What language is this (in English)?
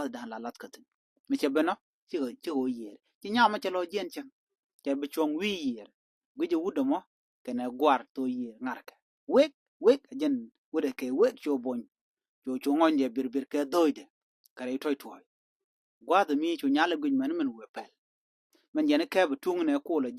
Nuer